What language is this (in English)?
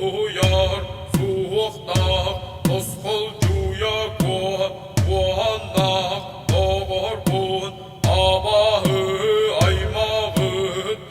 Yakut